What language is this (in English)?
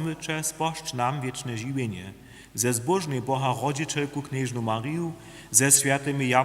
Upper Sorbian